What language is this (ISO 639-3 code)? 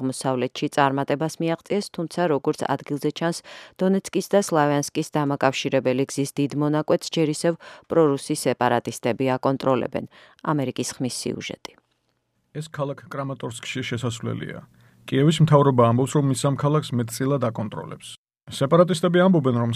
kat